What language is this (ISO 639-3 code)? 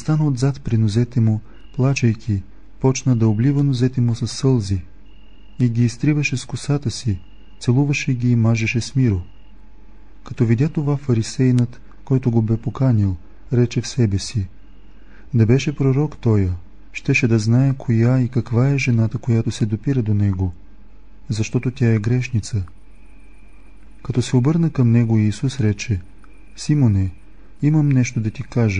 bul